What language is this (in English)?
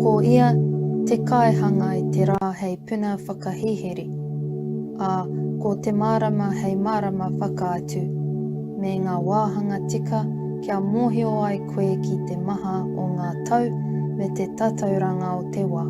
Māori